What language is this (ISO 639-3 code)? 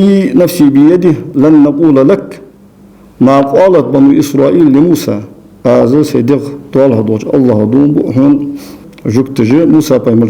inh